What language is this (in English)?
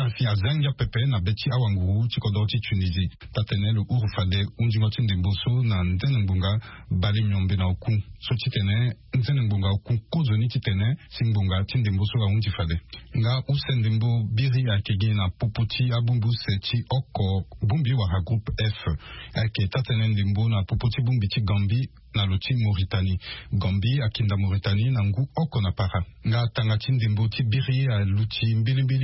Sango